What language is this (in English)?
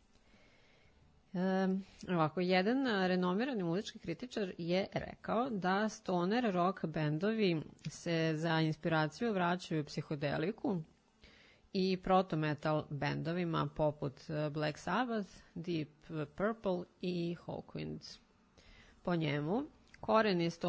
Serbian